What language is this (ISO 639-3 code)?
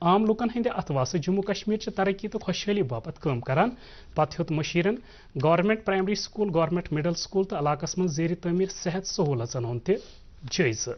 kas